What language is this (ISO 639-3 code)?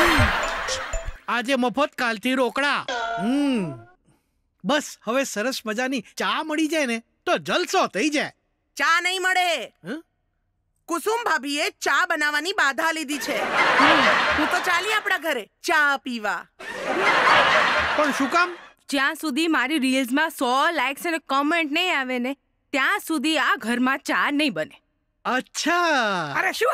guj